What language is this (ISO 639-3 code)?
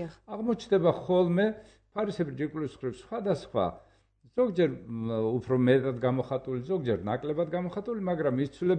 kat